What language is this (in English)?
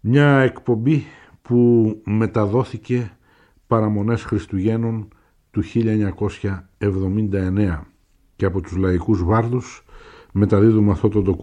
Greek